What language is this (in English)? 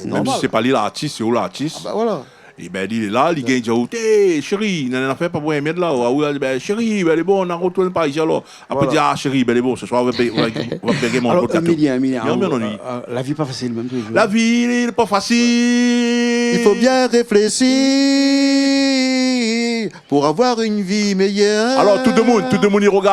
Réunion Creole French